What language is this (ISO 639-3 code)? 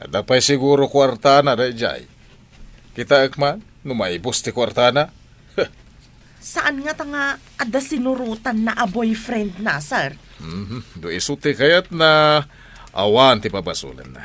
ilo